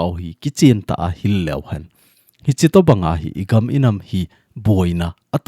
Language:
Thado Chin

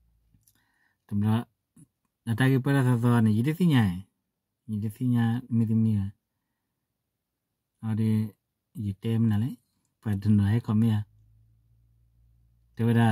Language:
S'gaw Karen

